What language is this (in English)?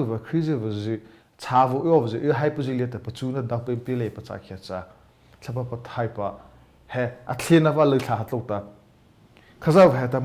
Mara Chin